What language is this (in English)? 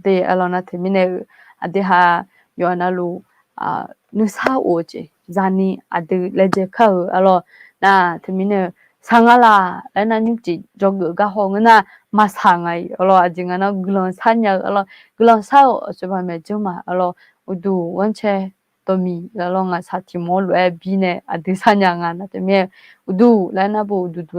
Akha